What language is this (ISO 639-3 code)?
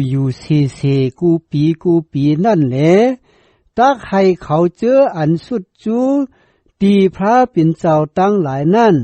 shn